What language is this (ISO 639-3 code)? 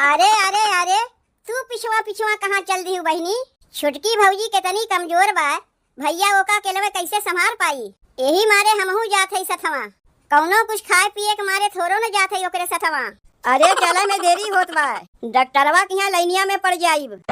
awa